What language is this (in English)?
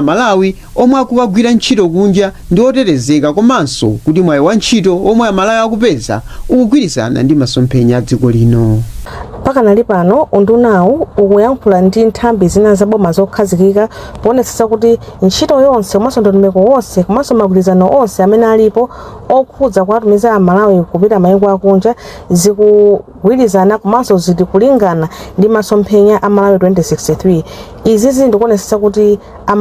Nyanja